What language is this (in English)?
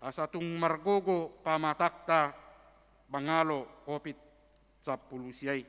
Batak Toba